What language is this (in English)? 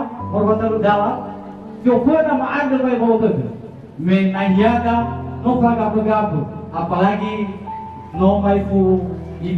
Nias